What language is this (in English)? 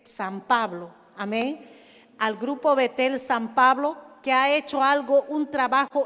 Ayacucho Quechua